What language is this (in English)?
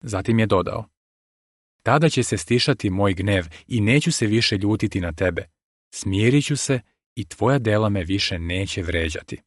Serbian